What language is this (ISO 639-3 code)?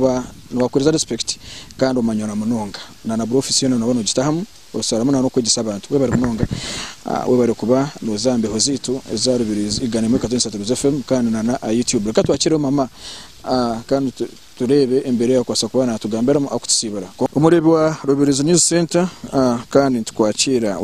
nyn